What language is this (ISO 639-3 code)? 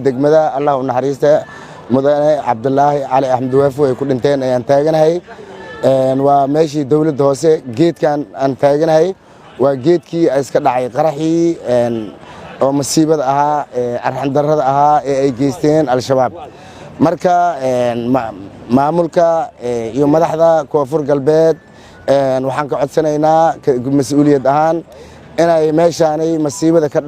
som